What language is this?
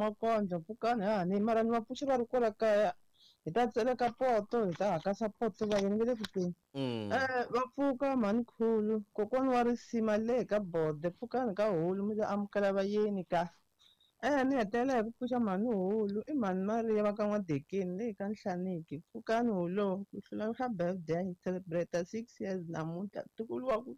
Tsonga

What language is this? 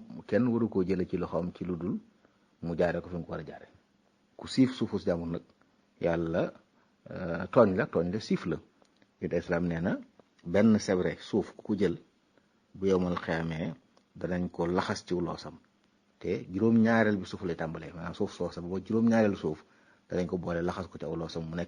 Wolof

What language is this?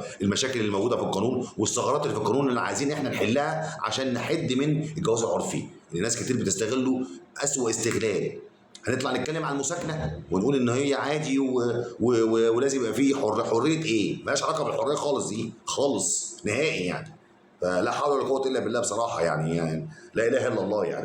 Egyptian Arabic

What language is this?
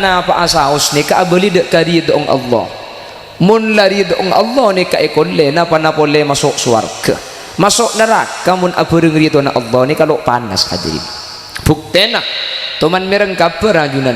Madurese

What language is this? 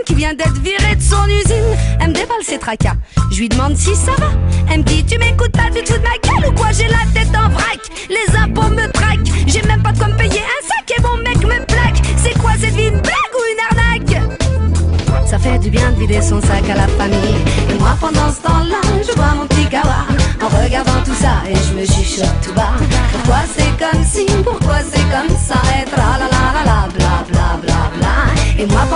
French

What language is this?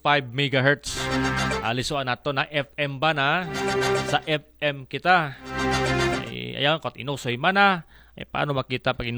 Aklanon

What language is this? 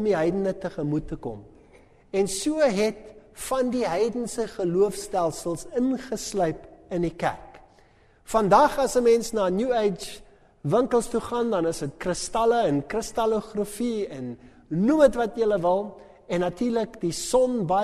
Afrikaans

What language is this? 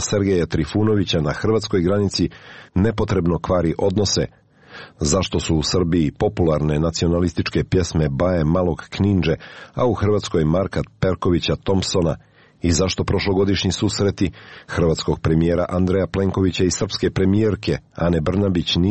Serbian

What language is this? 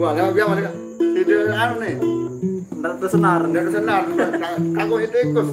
Sasak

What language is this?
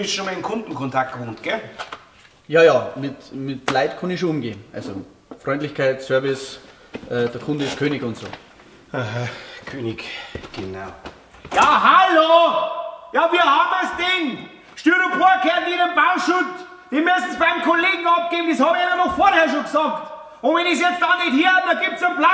Bavarian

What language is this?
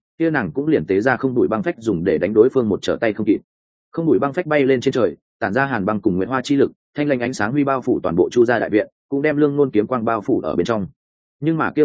Vietnamese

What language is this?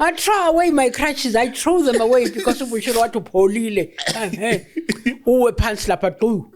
Zulu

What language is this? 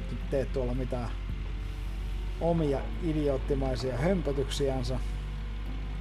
Finnish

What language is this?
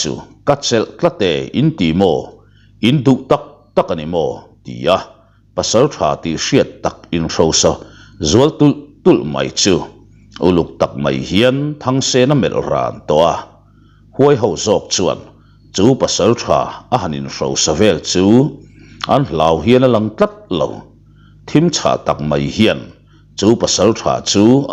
Mizo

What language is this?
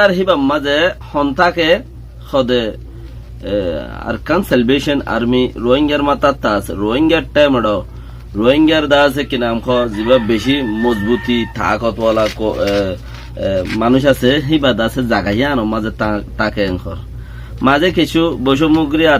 Rohingya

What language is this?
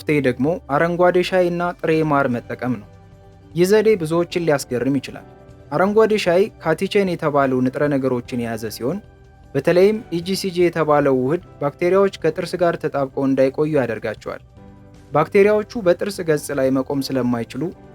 Amharic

